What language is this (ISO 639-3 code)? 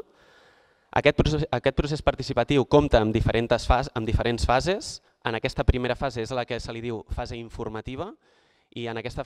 cat